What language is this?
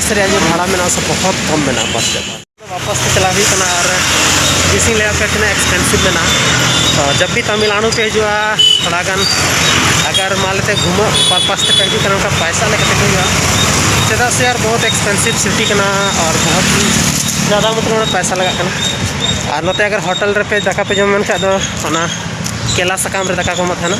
Santali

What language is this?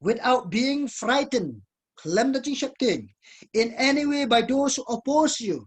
Khasi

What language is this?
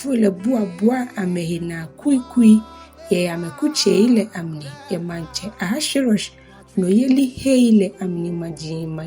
Ga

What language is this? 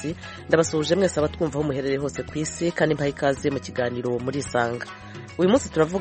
Kinyarwanda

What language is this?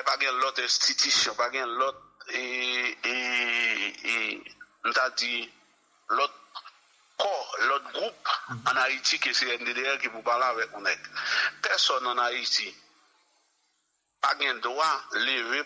Haitian Creole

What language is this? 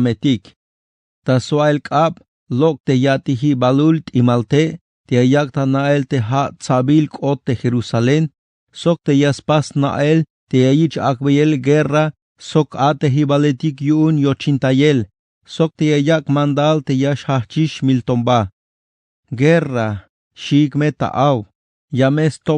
Tzeltal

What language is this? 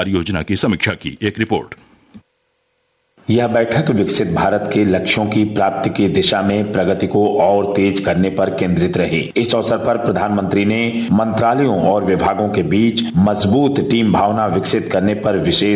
Hindi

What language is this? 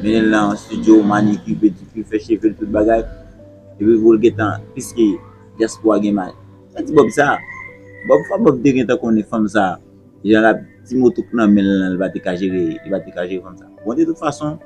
Haitian Creole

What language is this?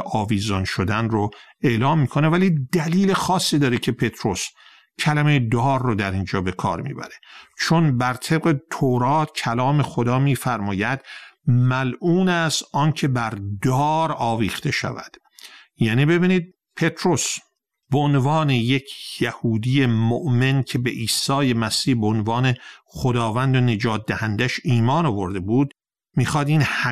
Persian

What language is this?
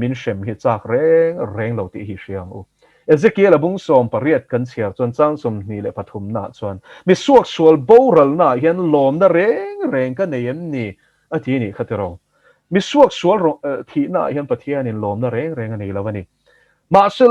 Mizo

